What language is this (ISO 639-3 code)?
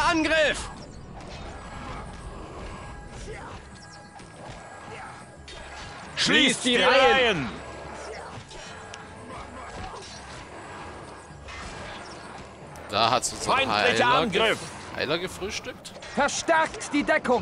deu